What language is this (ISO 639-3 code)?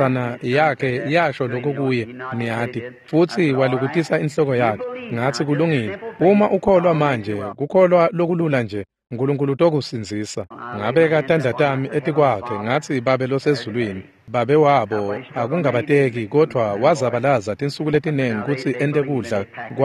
ssw